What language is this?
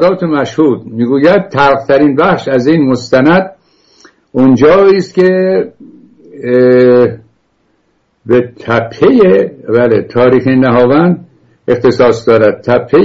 Persian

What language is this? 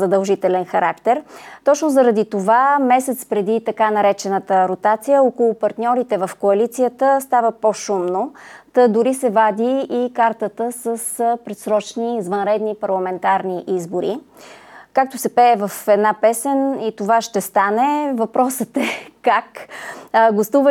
Bulgarian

